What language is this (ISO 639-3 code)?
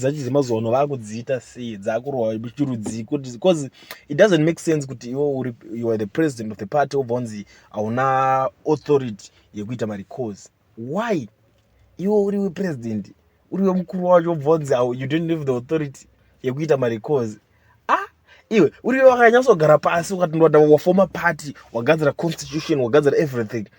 sna